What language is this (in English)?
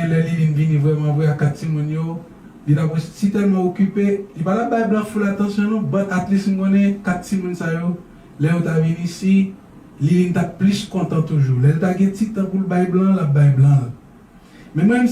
Haitian Creole